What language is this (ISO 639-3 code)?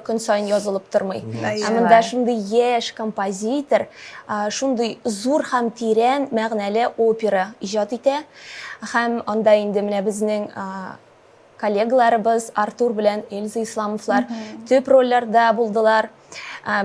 tat